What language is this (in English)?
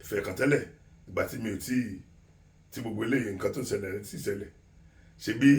Yoruba